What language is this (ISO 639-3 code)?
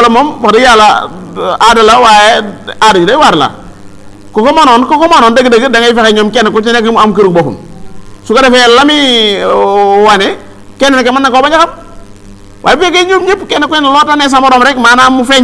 wol